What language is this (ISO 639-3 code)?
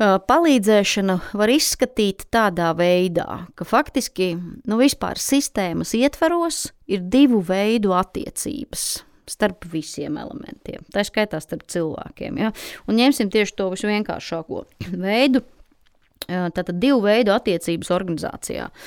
lav